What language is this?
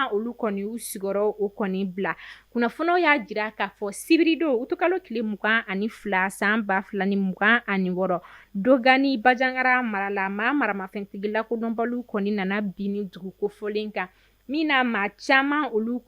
Bambara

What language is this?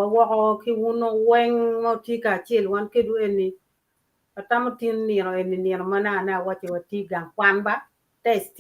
Acoli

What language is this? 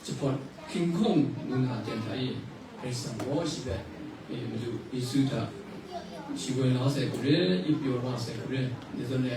Kachin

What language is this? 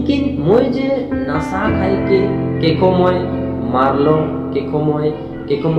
Sadri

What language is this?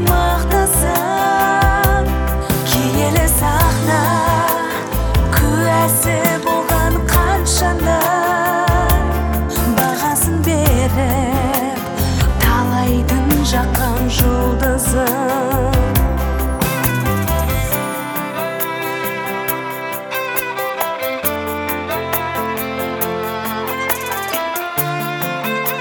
Kazakh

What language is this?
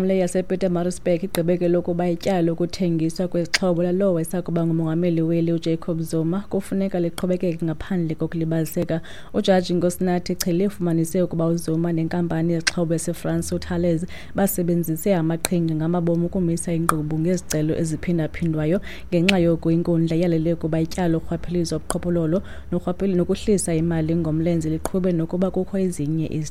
Xhosa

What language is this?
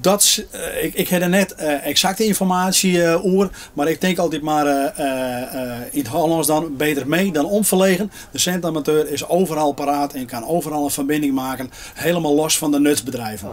Western Frisian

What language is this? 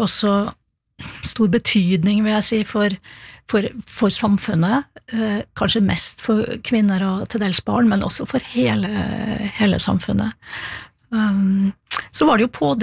Norwegian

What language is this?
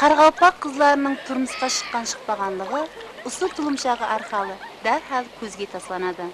Kara-Kalpak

